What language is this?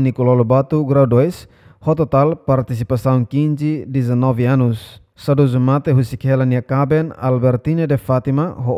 Tetum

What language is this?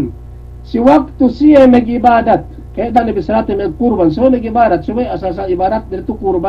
Yakan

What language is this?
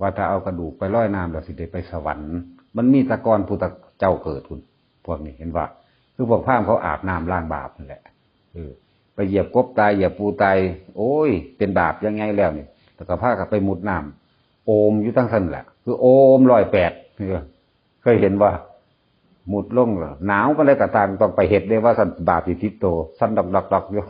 Northeastern Thai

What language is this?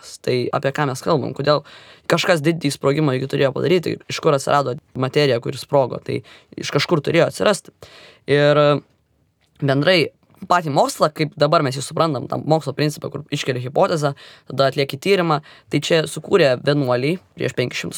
Lithuanian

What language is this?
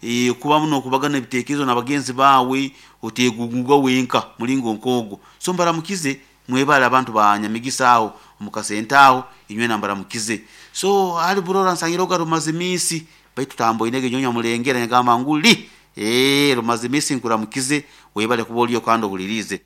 Nyoro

